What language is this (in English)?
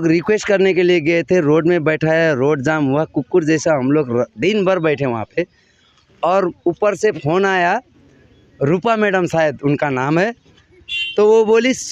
Sadri